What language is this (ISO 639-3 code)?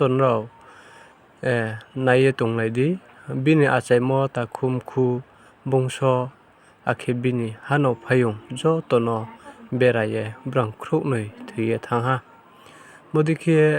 ria